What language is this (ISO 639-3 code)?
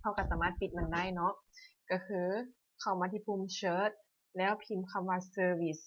lao